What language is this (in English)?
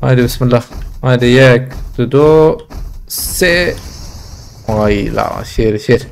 Kurdish